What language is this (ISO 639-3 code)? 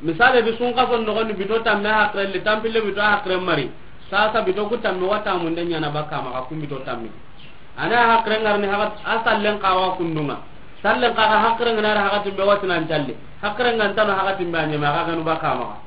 snk